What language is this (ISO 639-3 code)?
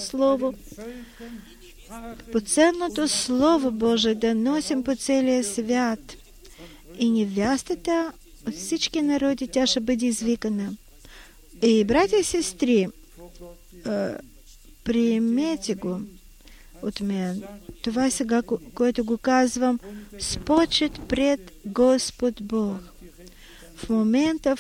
bul